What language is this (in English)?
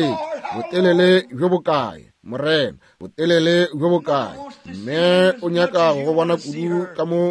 Northern Sotho